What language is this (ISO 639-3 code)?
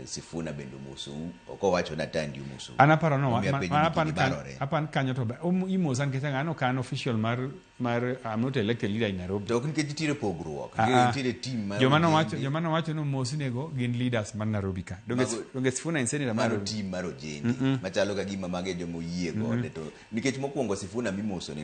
luo